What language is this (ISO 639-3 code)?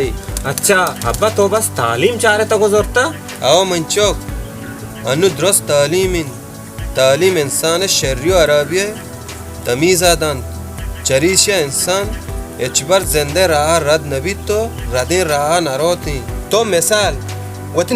bal